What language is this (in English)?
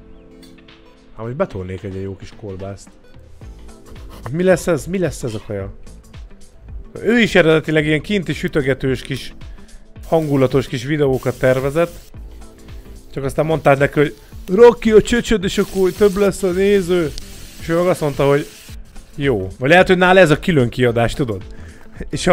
Hungarian